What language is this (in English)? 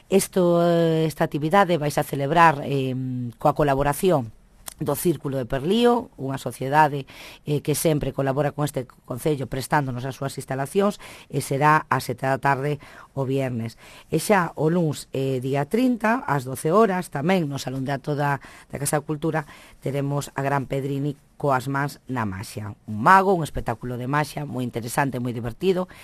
Galician